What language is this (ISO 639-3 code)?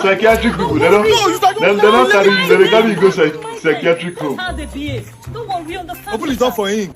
pcm